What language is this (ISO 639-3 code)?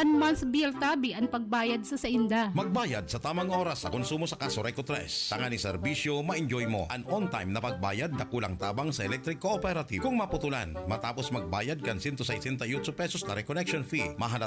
bik